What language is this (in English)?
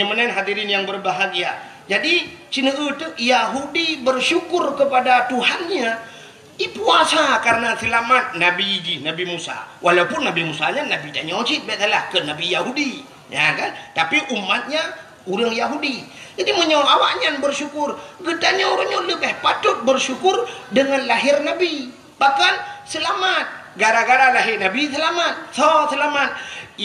Achinese